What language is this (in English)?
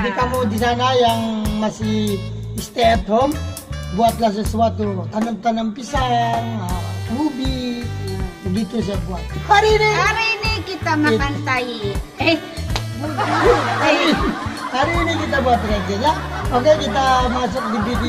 Indonesian